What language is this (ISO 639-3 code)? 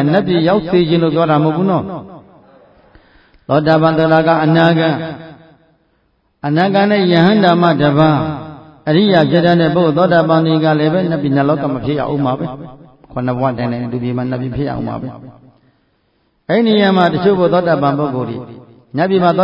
mya